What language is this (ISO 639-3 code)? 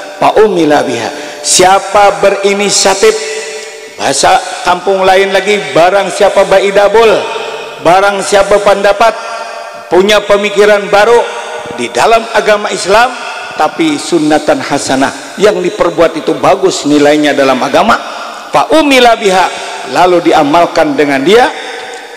bjn